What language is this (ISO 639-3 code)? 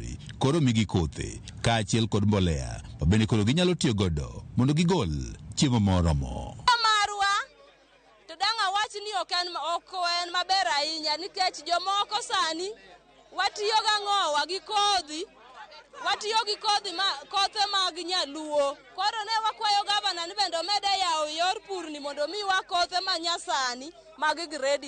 luo